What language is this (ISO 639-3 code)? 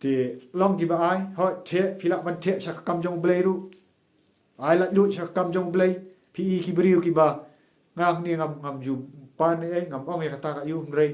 kha